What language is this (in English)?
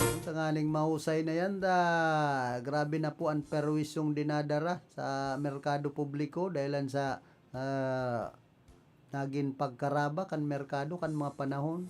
Bikol